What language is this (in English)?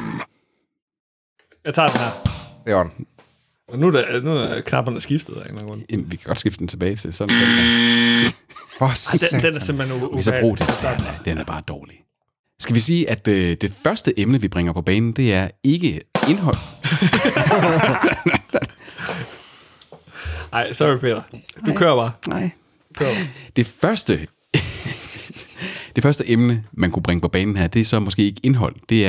Danish